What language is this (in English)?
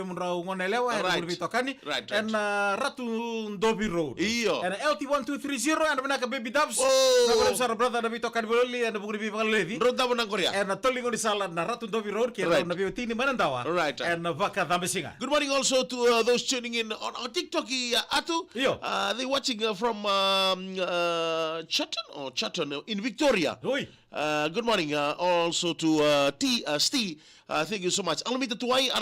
Fijian